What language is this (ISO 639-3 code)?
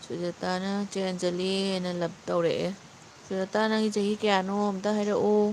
mni